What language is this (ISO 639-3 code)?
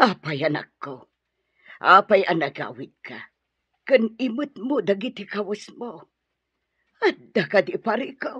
ilo